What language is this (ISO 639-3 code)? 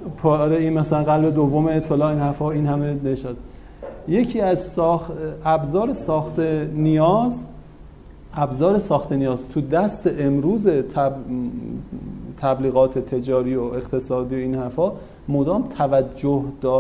fas